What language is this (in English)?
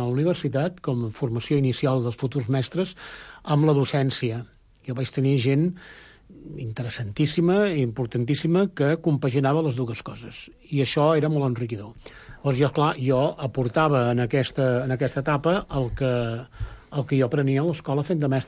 Catalan